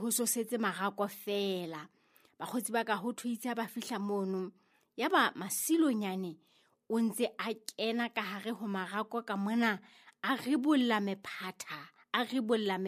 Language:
Southern Sotho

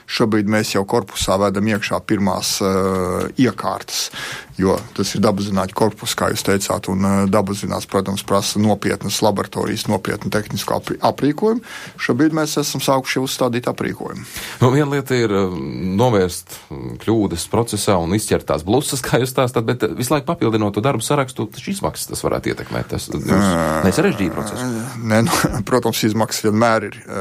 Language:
Latvian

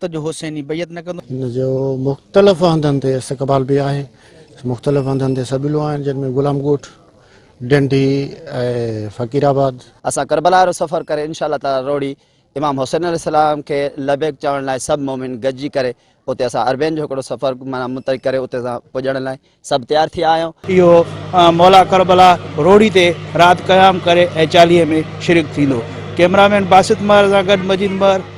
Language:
Sindhi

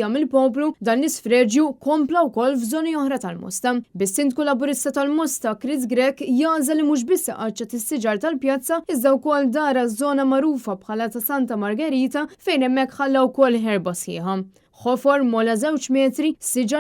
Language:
Maltese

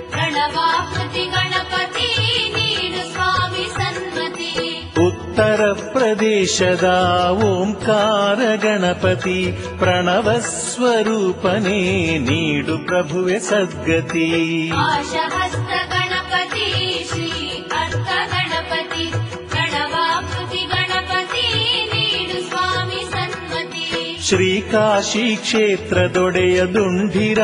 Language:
Kannada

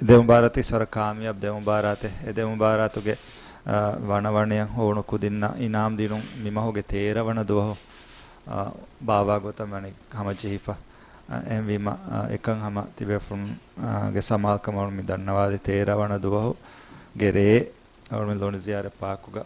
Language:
Divehi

